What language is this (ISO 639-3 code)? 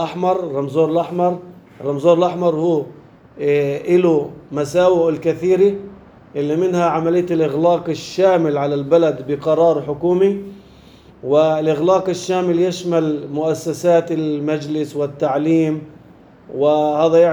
apc